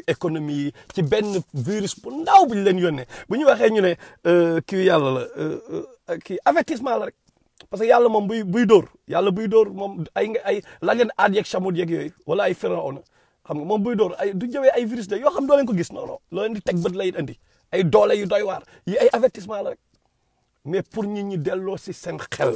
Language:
Wolof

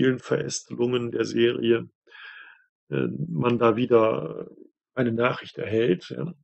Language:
German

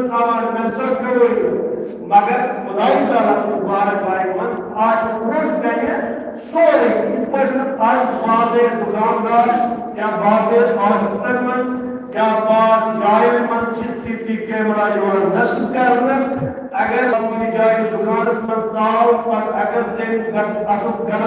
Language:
Kashmiri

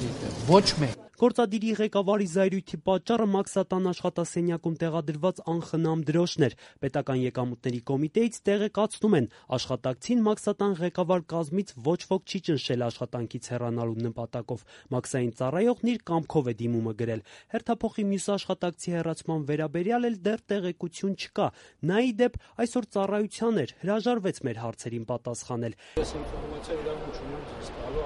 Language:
Armenian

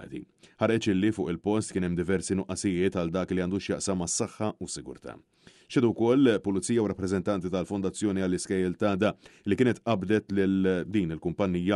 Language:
Maltese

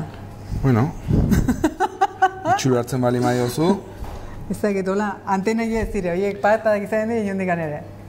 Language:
Basque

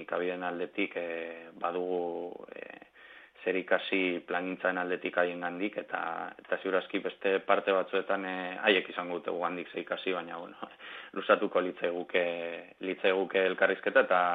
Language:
Basque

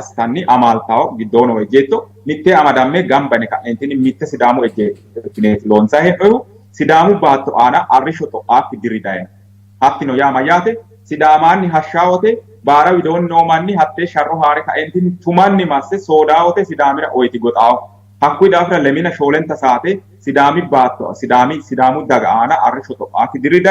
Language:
Sidamo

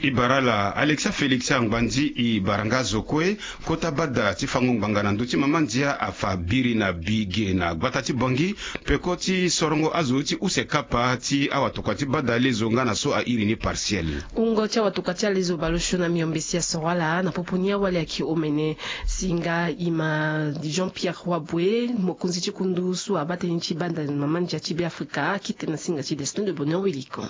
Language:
Sango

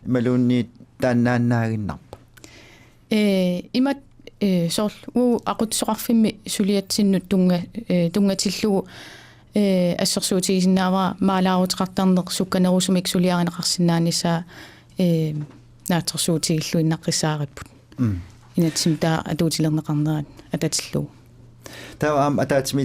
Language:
Kalaallisut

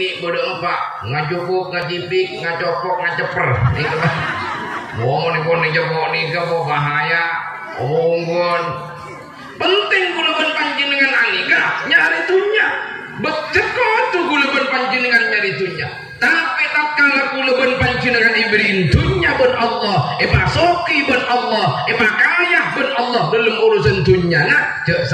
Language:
Madurese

